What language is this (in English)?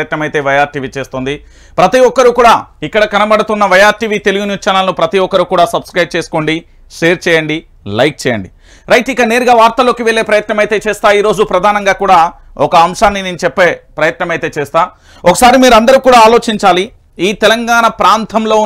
Telugu